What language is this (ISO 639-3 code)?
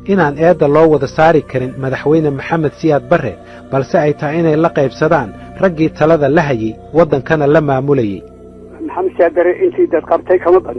som